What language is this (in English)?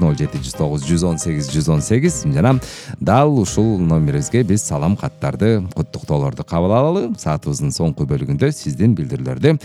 Kyrgyz